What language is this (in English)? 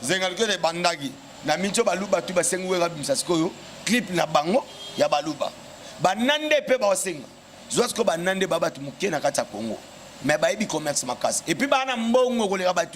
Lingala